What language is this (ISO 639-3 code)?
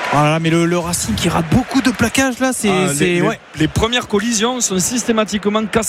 fra